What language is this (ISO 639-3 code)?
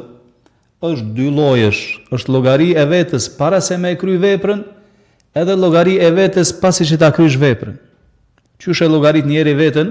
sqi